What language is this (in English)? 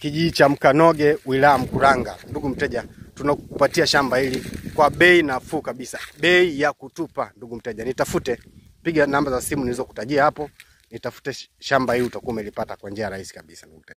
Swahili